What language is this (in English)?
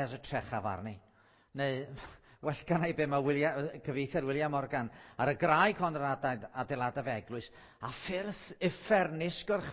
Welsh